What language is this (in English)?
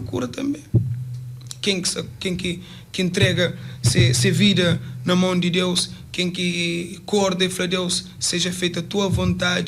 Kabuverdianu